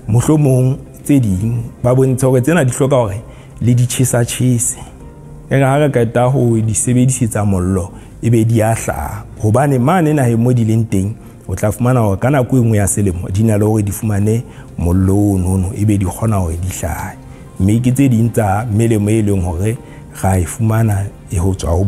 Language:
Southern Sotho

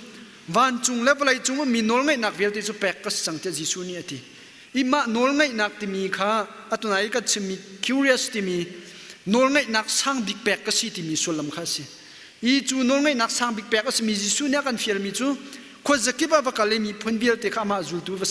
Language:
Hakha Chin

